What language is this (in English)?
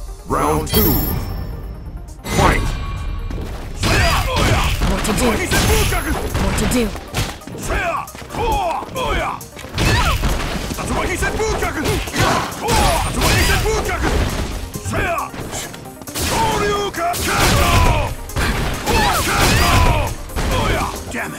English